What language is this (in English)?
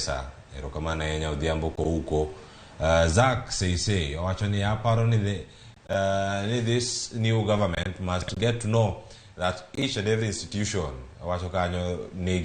Luo (Kenya and Tanzania)